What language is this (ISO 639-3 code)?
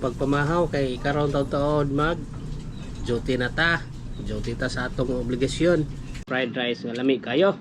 ceb